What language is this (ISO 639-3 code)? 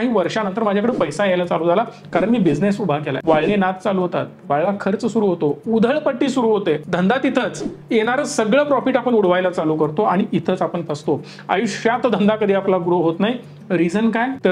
mar